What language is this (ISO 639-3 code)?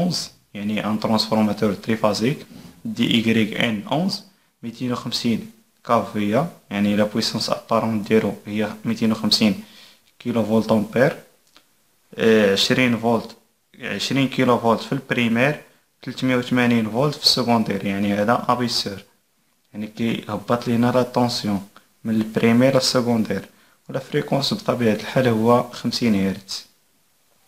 ary